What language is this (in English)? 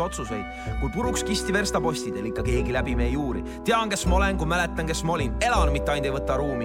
Estonian